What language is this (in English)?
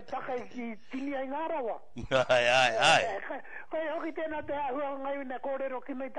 Māori